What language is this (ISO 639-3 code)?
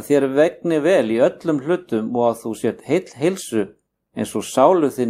isl